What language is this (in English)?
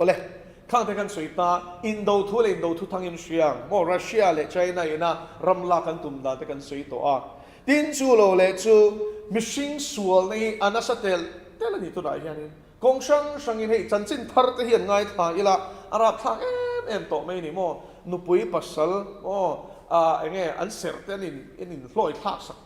Mizo